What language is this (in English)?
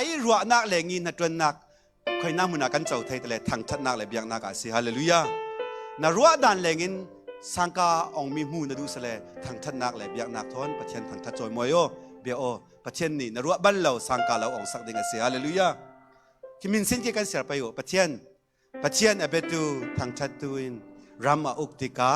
Falam Chin